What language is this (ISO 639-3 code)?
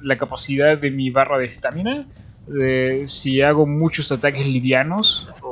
spa